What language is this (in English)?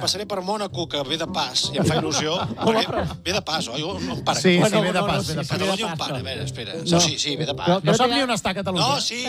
Catalan